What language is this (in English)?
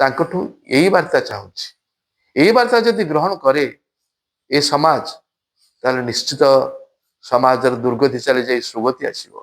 Odia